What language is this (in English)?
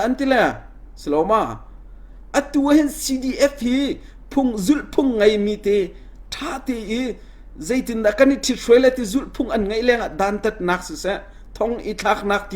Hakha Chin